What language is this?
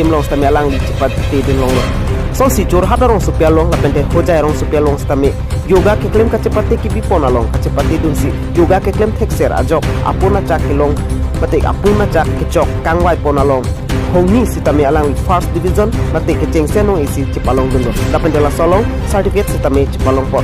Karbi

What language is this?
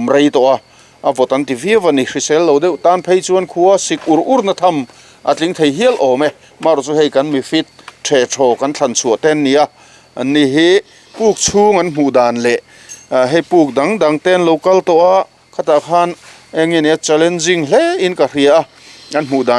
Mizo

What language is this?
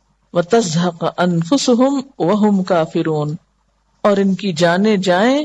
Urdu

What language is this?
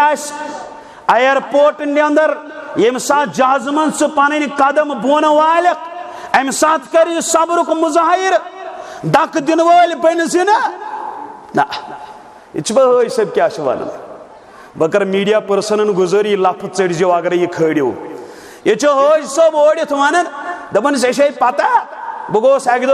Kashmiri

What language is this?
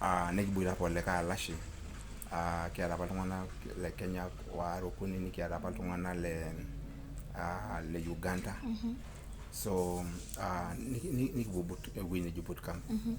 Masai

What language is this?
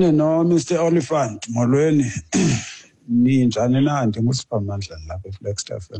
Xhosa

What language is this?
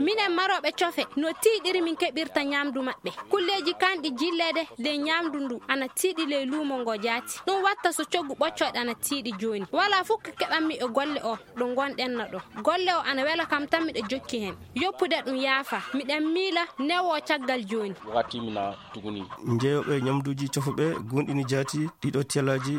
Fula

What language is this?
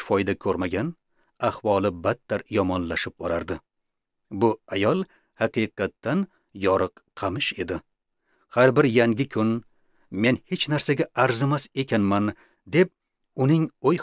Uzbek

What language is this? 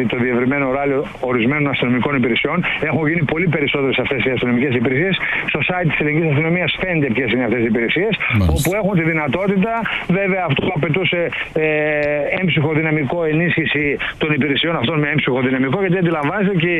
Greek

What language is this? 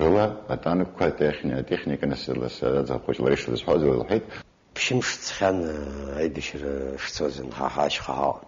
Abkhazian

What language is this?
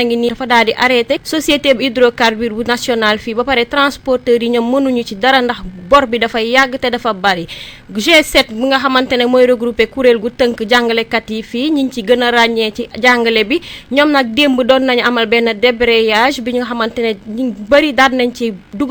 Wolof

